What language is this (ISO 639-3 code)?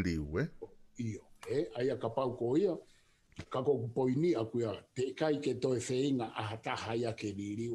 ton